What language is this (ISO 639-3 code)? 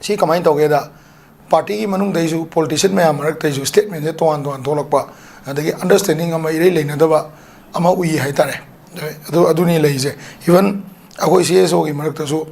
mni